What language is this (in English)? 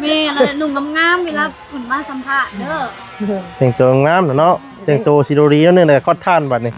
Lao